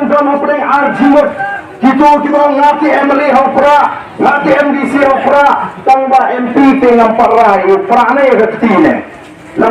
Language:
Khasi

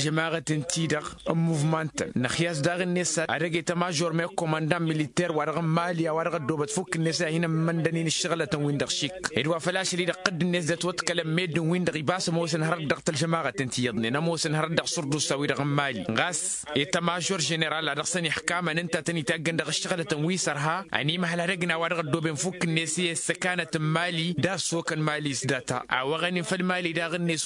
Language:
Tamasheq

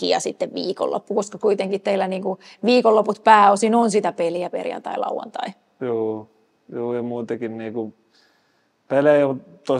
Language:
Finnish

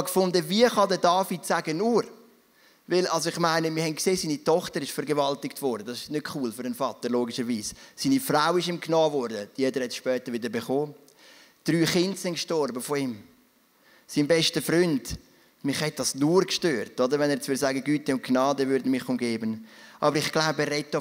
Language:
Swiss German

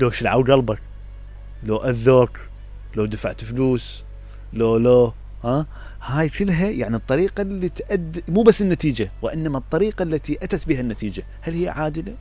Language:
Mesopotamian Arabic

